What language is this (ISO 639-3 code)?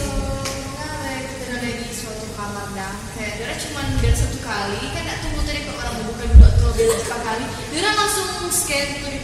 xmm